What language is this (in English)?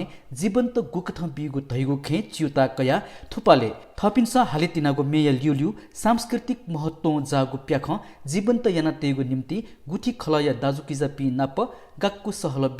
Newari